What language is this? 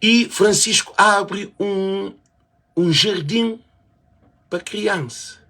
Kabuverdianu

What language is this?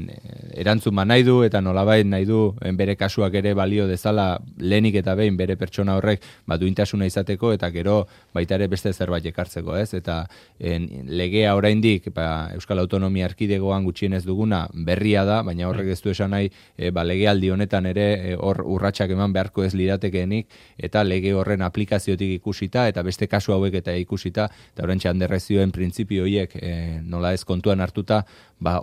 Basque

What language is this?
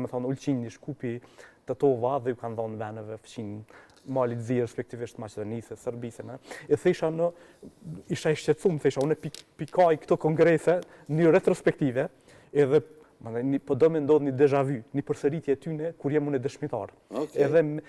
Albanian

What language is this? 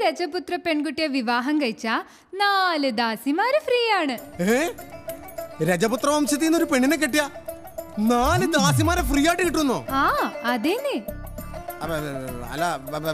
Malayalam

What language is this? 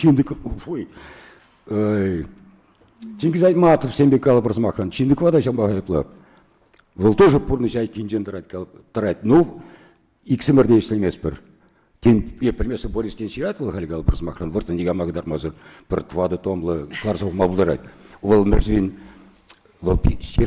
Chuvash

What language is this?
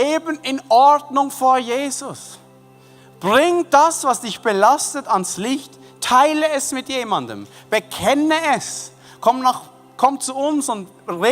Swiss German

